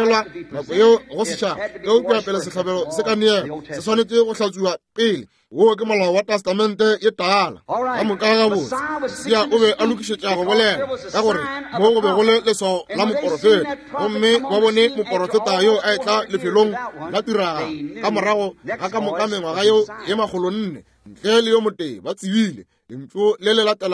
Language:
Northern Sotho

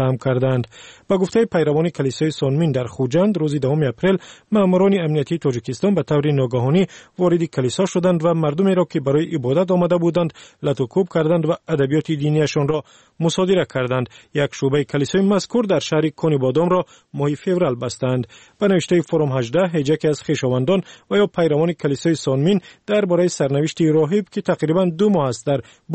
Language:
Persian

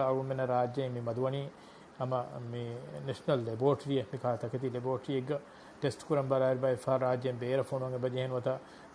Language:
Divehi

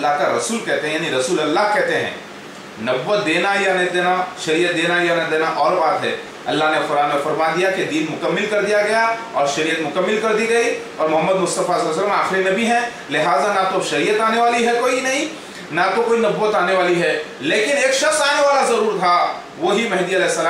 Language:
Urdu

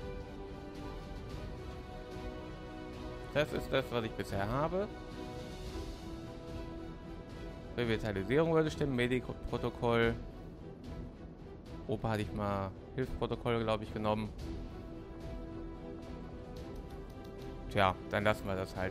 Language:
German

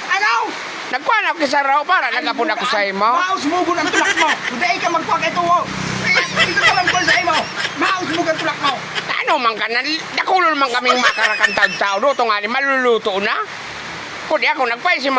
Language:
Bikol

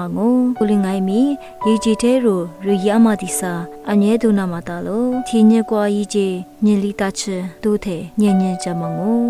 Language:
Lisu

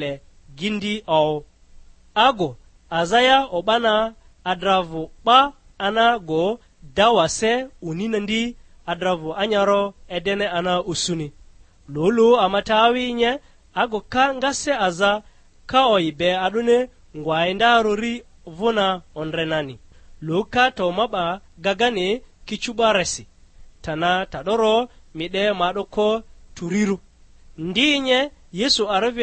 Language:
Lugbara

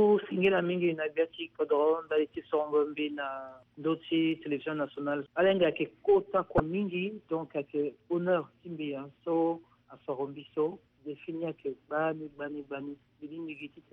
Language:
Sango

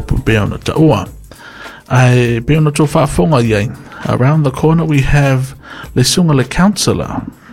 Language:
Samoan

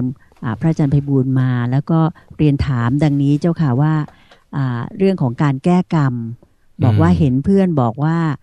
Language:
Thai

